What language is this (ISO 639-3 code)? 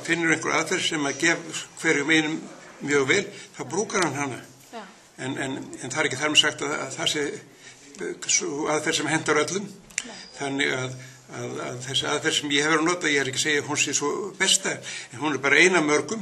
isl